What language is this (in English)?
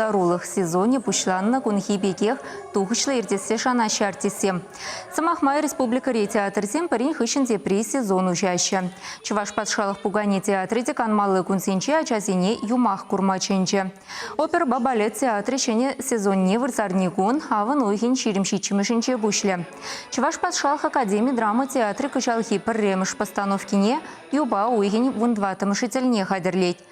Chuvash